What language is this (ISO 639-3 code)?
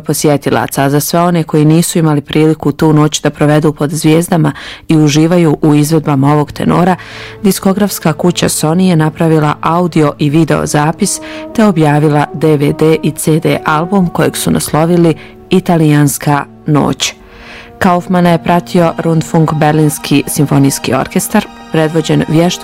bos